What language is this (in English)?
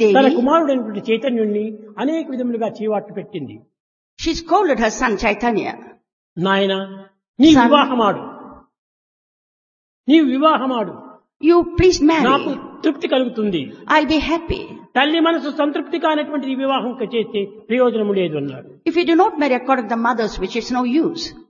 Telugu